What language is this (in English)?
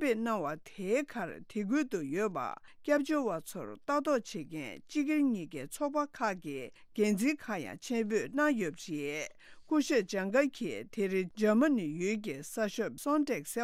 Tibetan